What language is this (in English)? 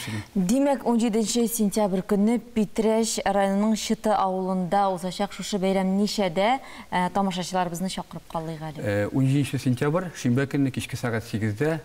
Tatar